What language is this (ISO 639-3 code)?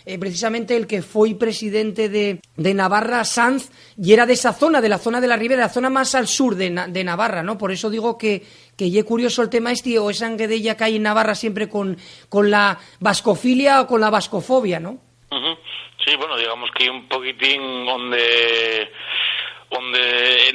ast